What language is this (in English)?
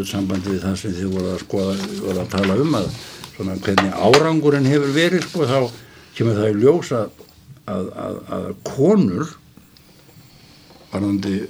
Icelandic